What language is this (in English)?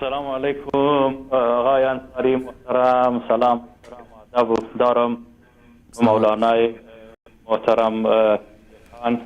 Persian